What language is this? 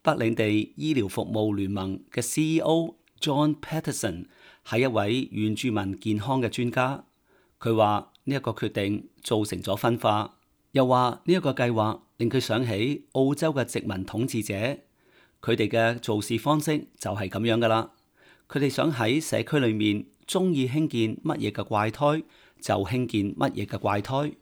Cantonese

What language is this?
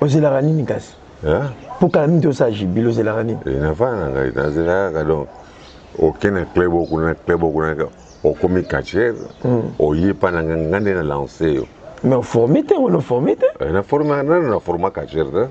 Lingala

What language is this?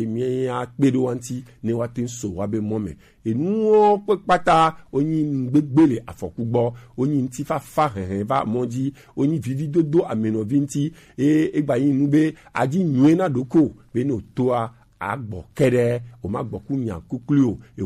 Gen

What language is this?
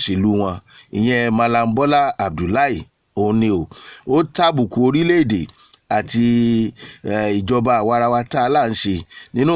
Yoruba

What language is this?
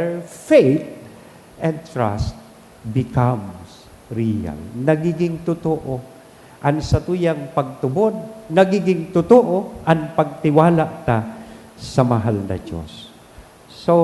Bikol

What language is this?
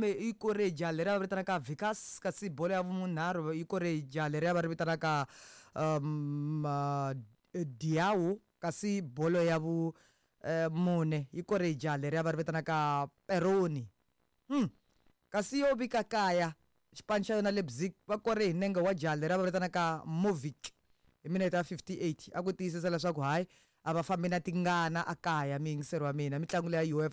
Tsonga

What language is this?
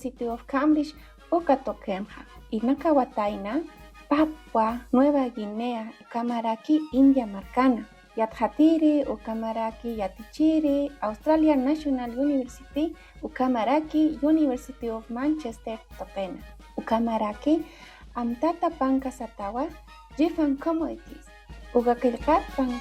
Aymara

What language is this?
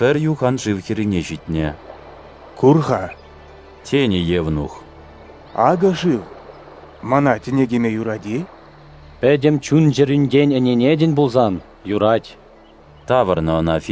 Chuvash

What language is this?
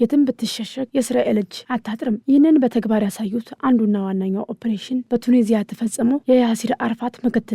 Amharic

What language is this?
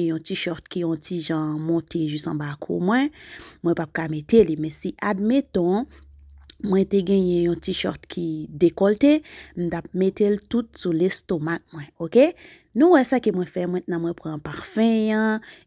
Haitian Creole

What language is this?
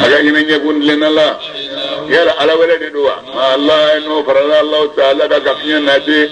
Bambara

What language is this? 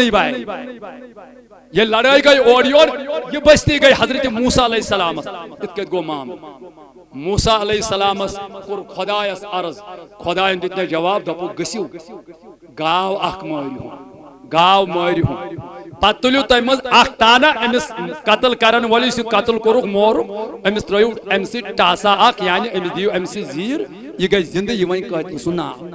Kashmiri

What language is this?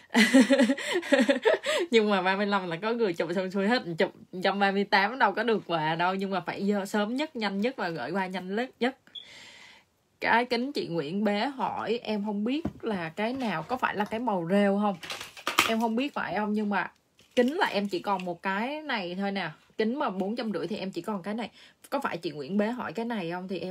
Vietnamese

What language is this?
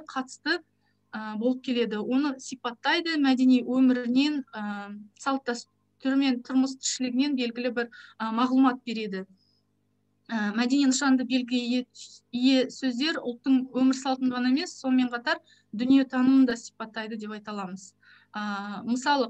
Kazakh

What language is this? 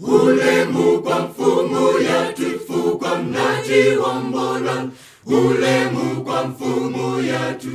Nyanja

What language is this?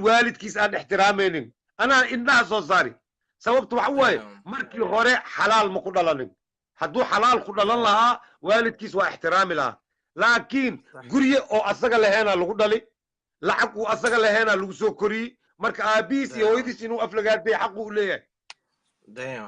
Somali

